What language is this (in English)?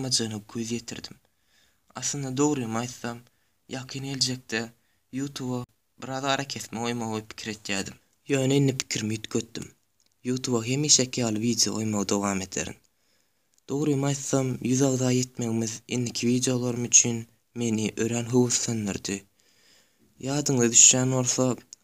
Turkmen